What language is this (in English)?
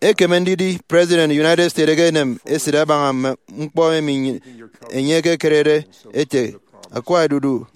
Efik